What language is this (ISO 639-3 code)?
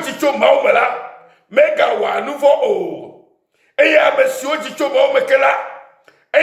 ewe